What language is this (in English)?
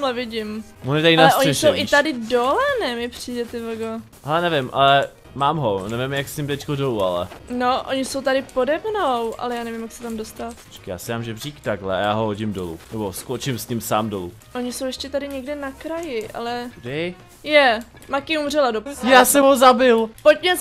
Czech